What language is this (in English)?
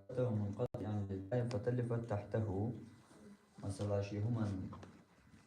Chechen